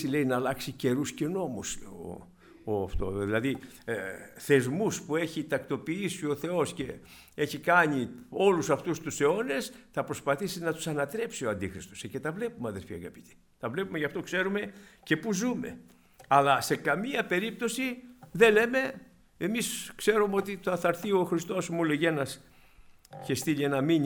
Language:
Greek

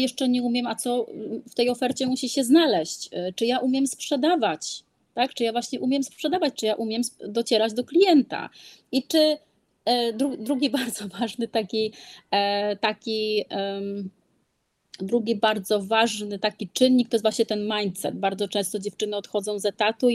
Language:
Polish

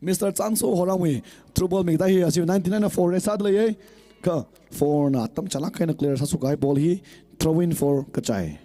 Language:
Tangkhul Naga (India)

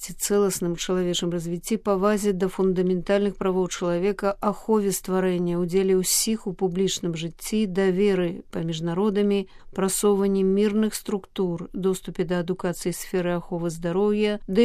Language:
Belarusian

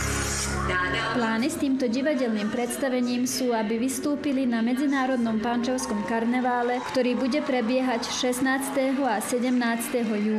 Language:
Slovak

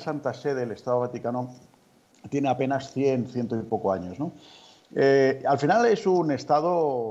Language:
Spanish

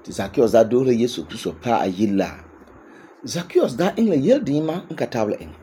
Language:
Frafra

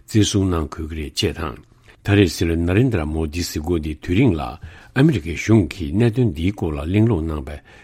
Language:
Tibetan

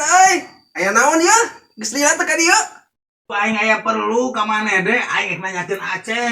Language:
Sundanese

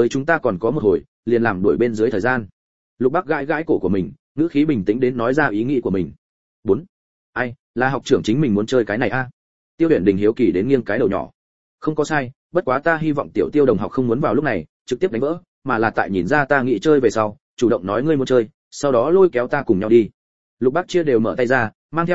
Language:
Vietnamese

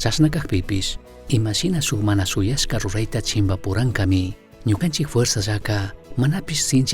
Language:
Chimborazo Highland Quichua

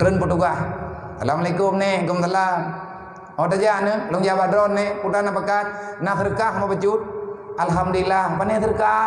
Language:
Achinese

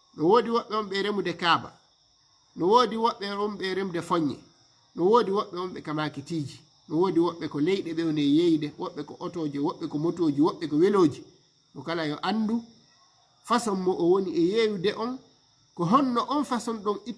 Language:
Fula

